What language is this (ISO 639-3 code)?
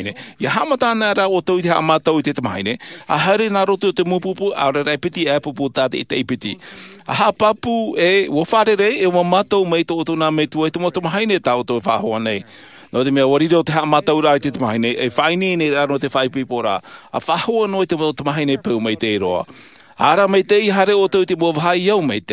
tah